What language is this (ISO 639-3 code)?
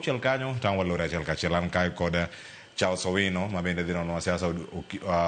luo